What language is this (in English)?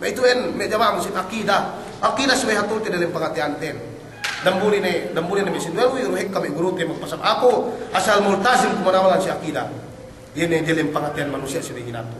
Yakan